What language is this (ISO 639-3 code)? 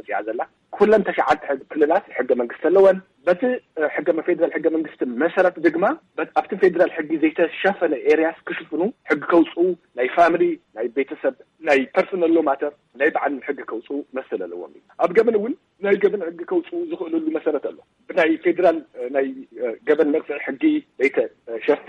tir